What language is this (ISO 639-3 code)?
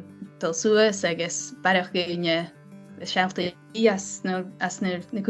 gla